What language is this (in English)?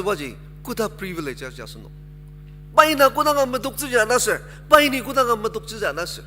Ao Naga